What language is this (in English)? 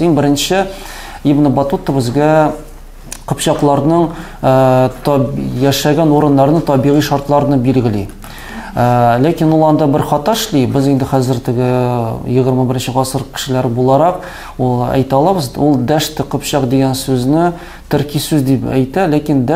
Tatar